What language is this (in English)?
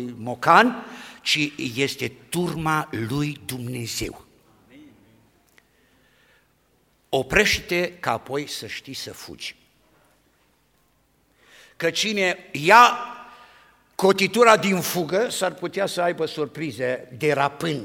Romanian